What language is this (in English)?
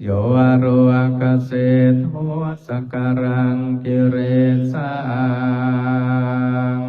Pali